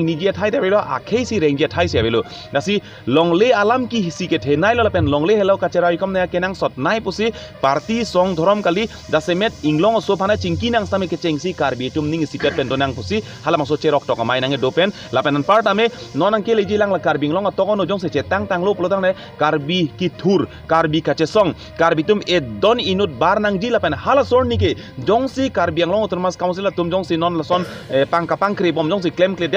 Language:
Karbi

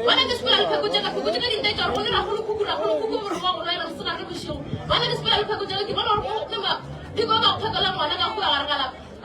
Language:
Northern Sotho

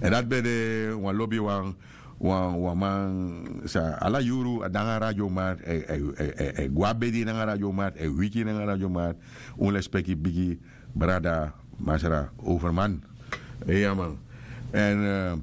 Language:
Sranan Tongo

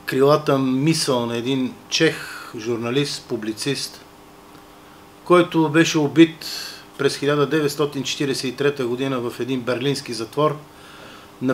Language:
Bulgarian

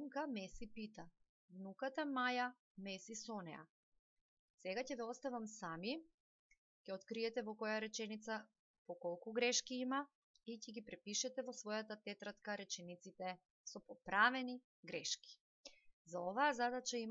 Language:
Macedonian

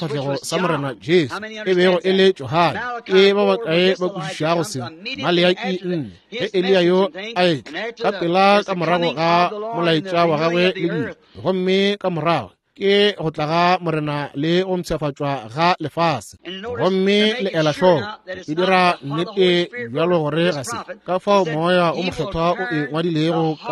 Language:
Northern Sotho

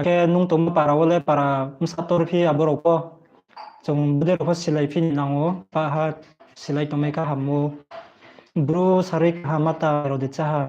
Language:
Riang (India)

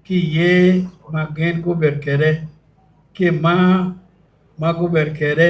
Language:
Acoli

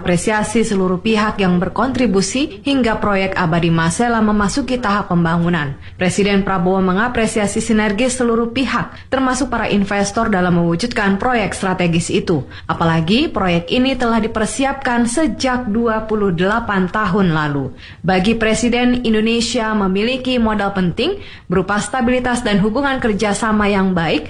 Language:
Indonesian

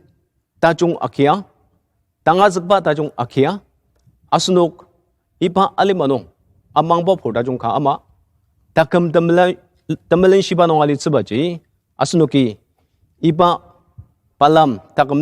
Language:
Ao Naga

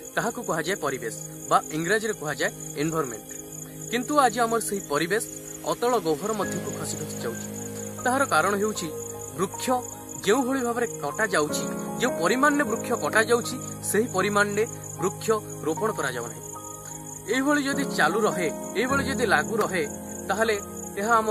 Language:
Odia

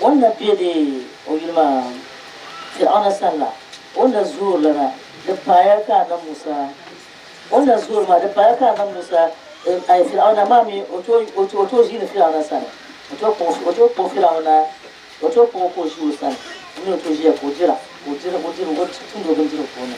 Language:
Dagbani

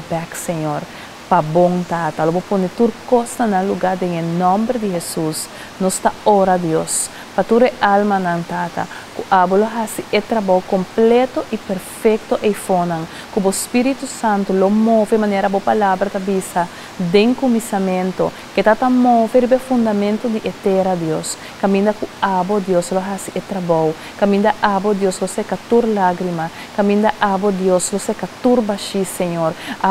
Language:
Papiamento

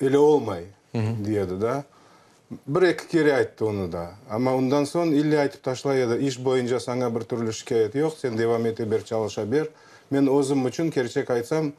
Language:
Crimean Tatar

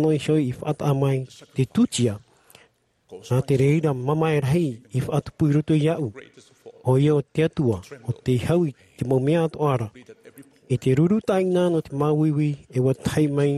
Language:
Tahitian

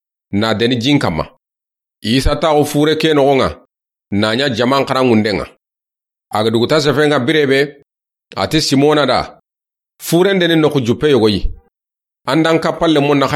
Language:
Soninke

